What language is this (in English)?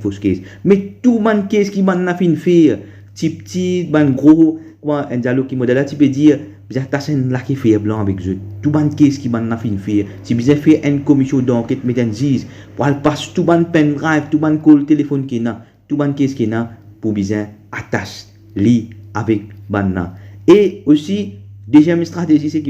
Morisyen